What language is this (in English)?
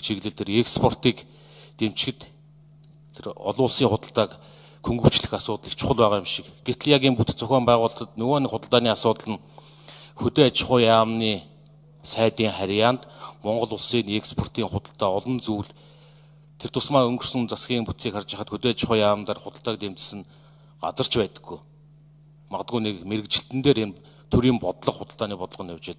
Mongolian